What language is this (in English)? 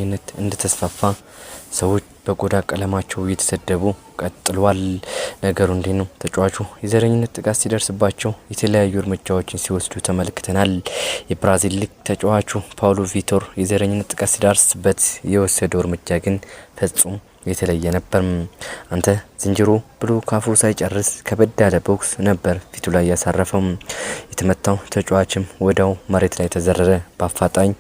Amharic